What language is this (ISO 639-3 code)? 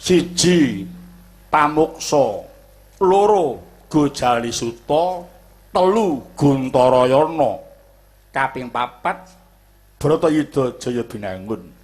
jav